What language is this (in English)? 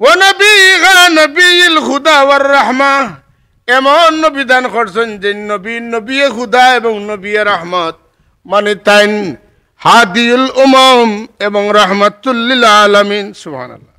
Sylheti